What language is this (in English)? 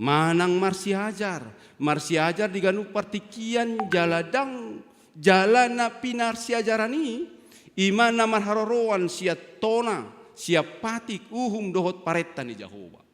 Batak Toba